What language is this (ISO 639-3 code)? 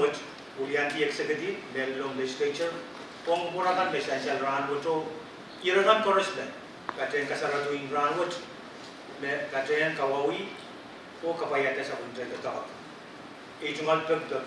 pon